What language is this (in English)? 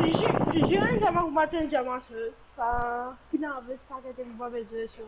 Morisyen